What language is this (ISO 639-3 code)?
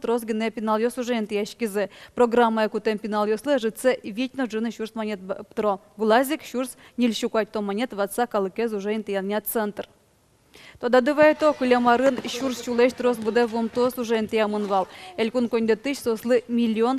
udm